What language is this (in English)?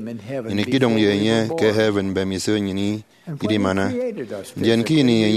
Efik